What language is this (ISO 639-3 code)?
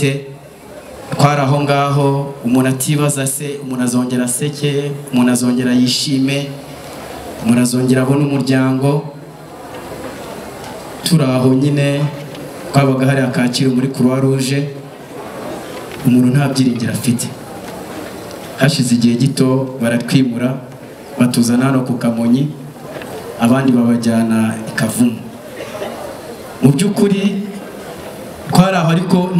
kin